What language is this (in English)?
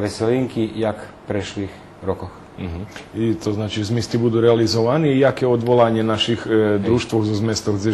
Rusyn